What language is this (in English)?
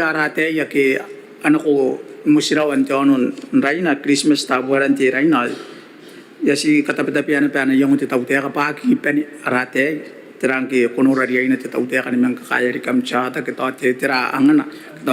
Gilbertese